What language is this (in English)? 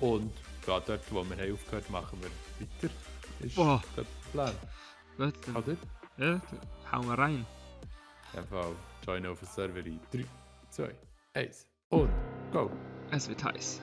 Swiss German